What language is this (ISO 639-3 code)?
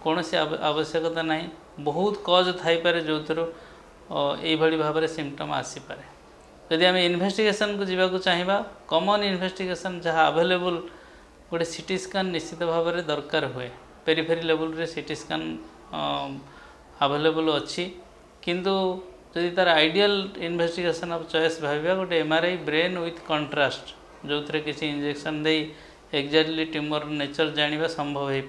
ori